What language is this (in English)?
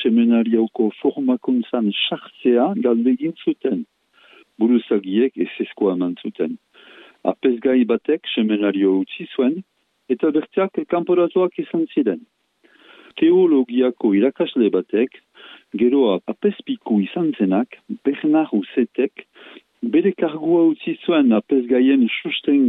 Basque